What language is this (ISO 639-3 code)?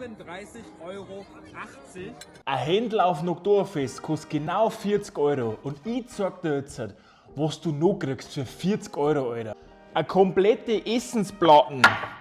bar